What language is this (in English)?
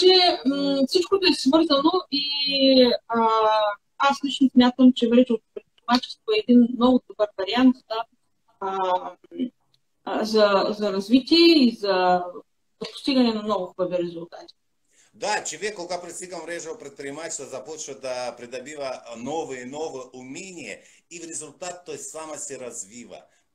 Bulgarian